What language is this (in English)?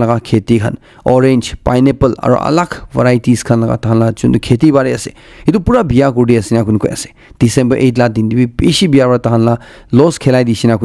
Naga Pidgin